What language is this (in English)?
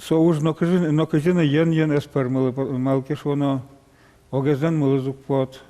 Udmurt